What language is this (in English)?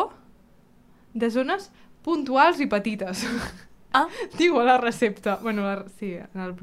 Catalan